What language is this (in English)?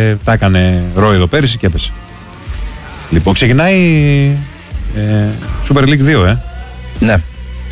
Greek